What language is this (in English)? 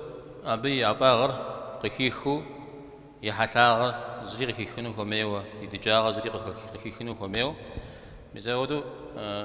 Kabardian